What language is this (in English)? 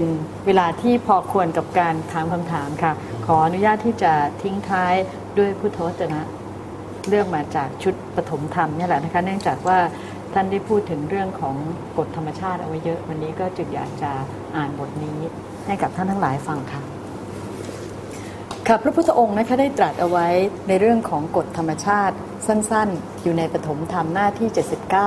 Thai